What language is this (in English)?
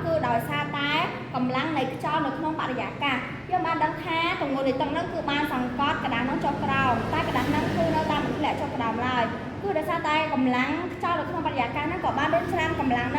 Khmer